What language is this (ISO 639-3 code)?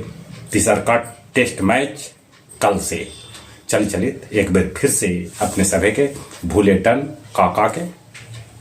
mag